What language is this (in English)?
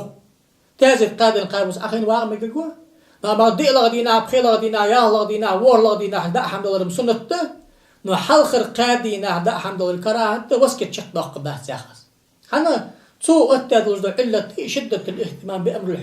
Ingush